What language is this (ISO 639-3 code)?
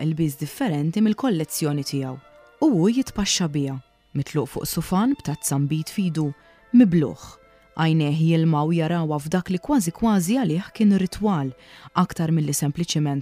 mlt